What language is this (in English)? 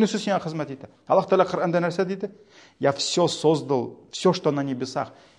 Tatar